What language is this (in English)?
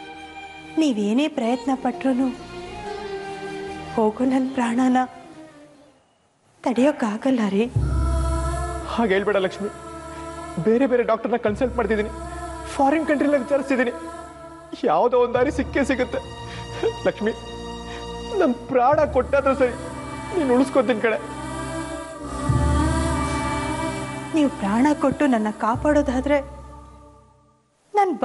Kannada